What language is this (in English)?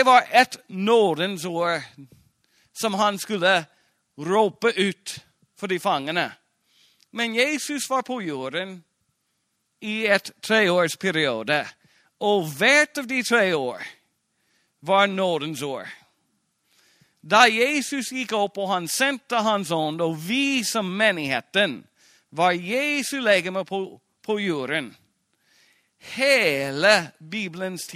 Norwegian